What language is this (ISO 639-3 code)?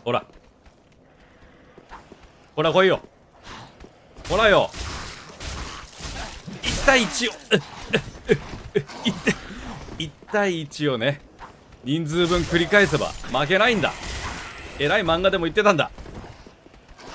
jpn